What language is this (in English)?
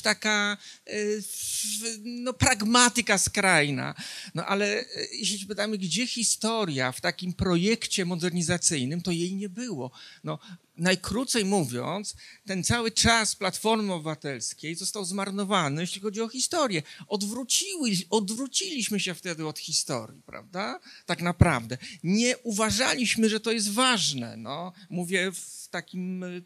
Polish